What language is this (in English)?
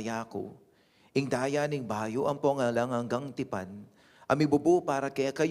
Pampanga